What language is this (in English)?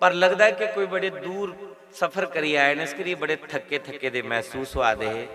Dogri